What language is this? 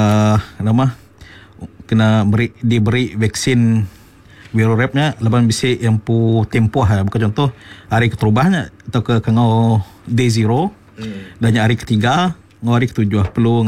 Iban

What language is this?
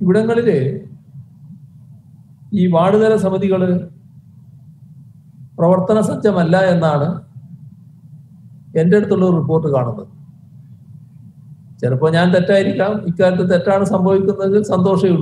Malayalam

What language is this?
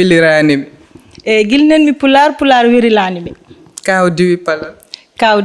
Fula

